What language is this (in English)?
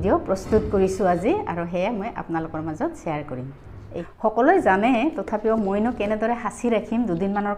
Assamese